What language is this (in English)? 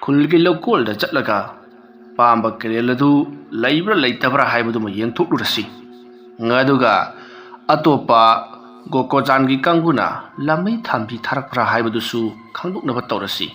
Manipuri